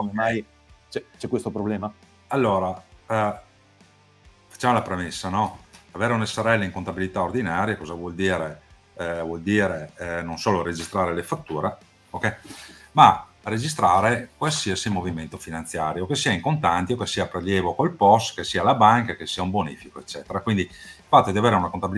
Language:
Italian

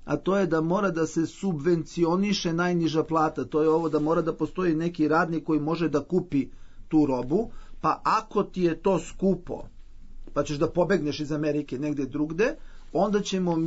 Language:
Serbian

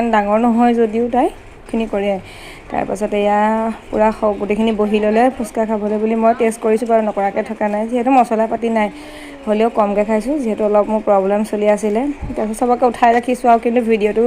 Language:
Assamese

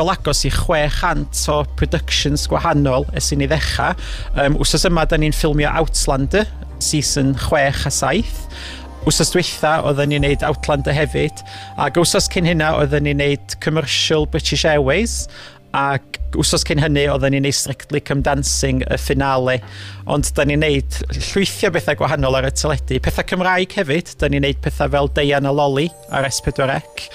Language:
Welsh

